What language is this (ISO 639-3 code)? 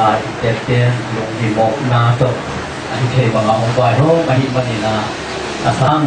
ctd